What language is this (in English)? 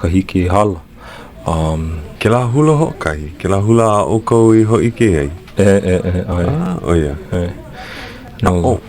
Hawaiian